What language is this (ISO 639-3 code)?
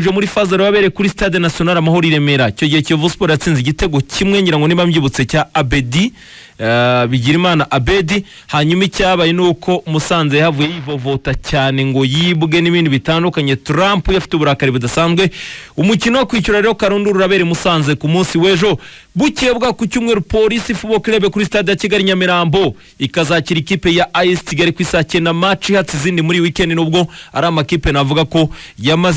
kin